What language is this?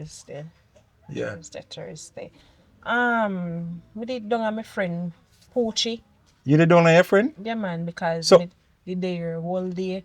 Jamaican Creole English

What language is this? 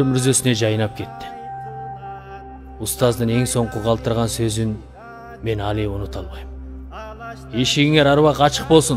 Kyrgyz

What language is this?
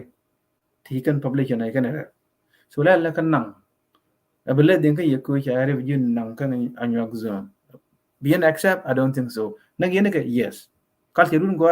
Nuer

